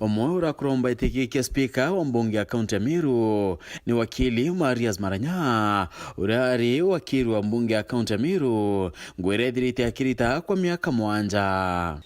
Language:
Meru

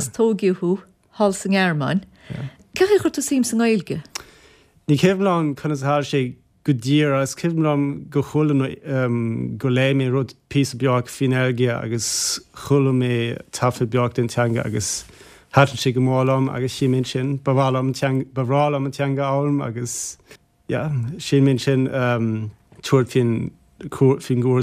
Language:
Irish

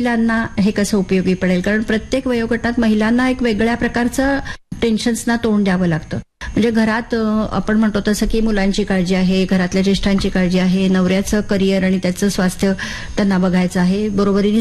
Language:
Marathi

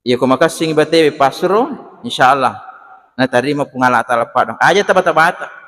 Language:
Buginese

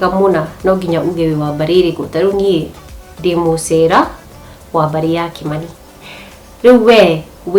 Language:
Kikuyu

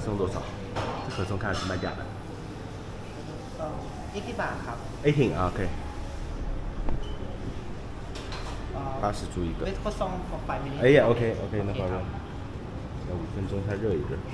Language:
Chinese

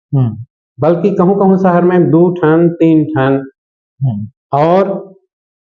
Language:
Chhattisgarhi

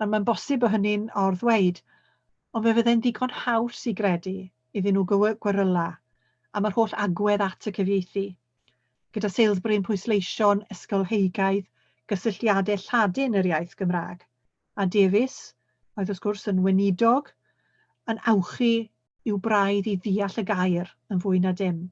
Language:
Welsh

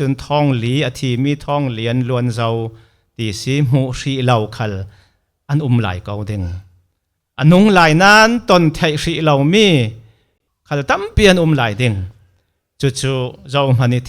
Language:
Falam Chin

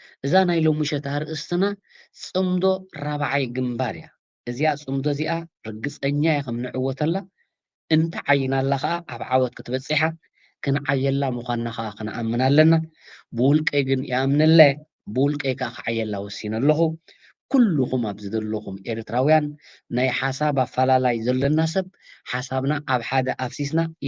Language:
Tigrinya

